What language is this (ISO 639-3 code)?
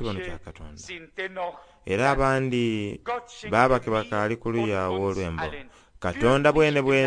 xog